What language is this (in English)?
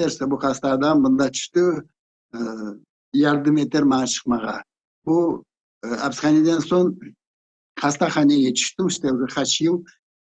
Crimean Tatar